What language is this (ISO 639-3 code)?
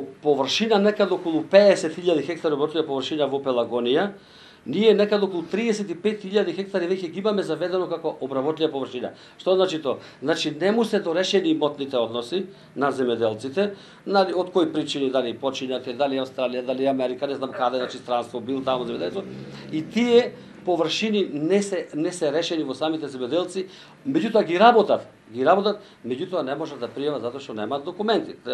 mkd